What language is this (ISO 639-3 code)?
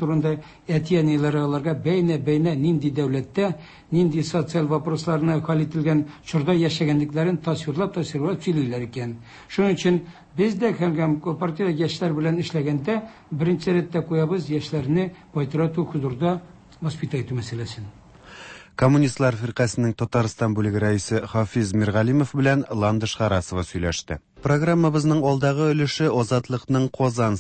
tat